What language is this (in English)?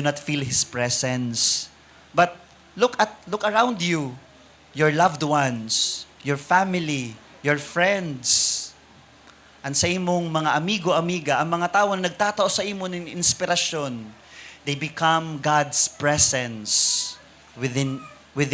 Bikol